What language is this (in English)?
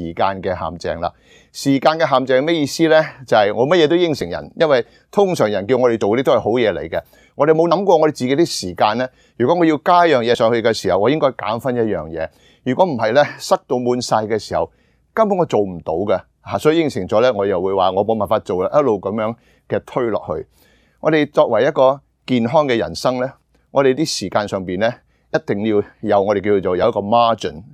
Cantonese